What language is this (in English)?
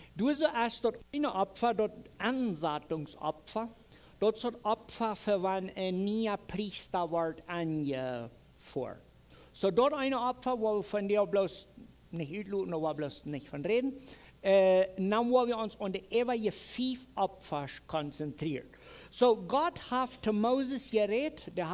Plautdietsch